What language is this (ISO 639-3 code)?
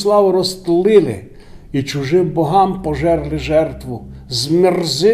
rue